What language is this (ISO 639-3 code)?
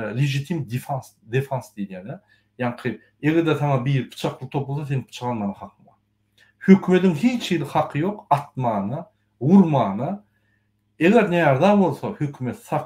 tuk